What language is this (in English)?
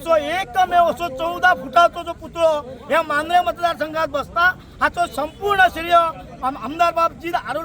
Konkani